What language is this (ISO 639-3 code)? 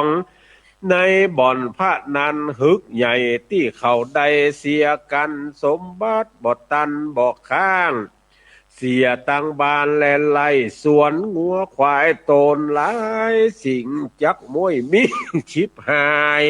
nod